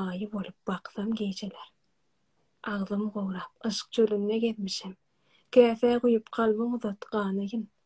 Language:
Turkmen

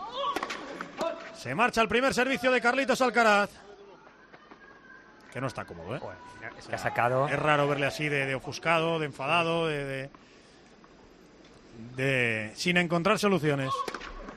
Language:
Spanish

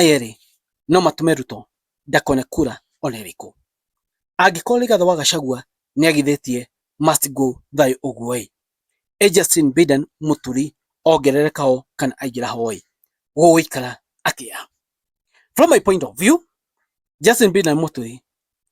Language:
Kikuyu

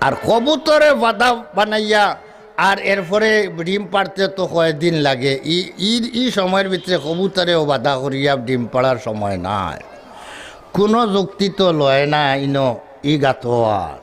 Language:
Sylheti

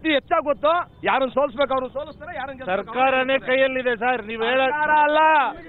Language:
Kannada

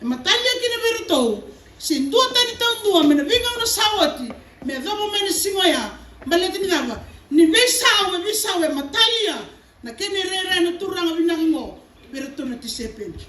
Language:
Fijian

